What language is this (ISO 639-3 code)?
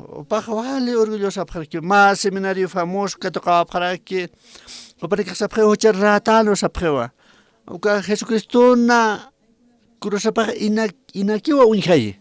aym